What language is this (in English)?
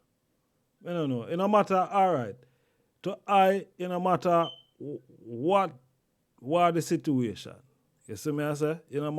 Jamaican Creole English